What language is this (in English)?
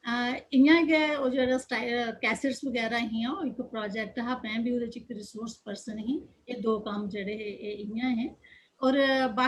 Dogri